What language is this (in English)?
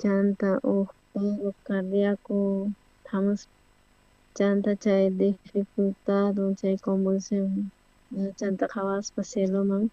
South Bolivian Quechua